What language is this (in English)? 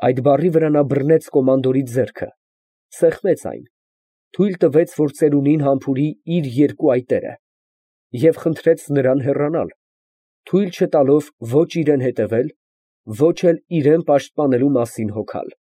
Armenian